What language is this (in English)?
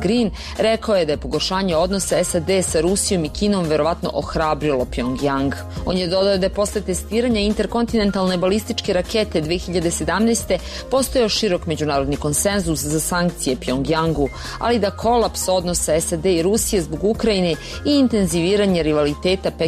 Serbian